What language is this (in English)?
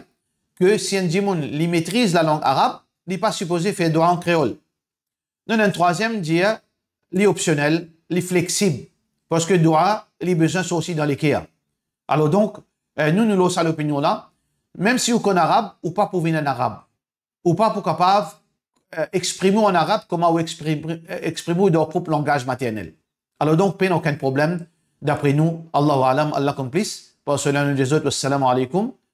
Morisyen